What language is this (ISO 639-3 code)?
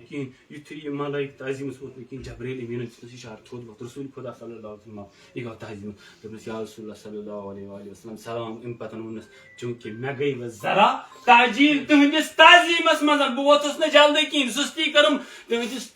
kas